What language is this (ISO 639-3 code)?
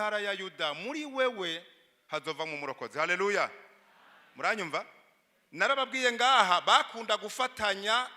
run